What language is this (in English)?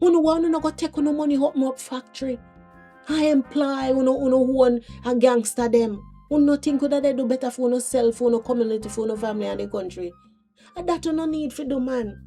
Jamaican Creole English